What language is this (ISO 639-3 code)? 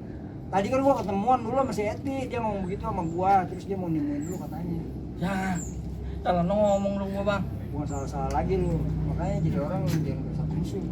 bew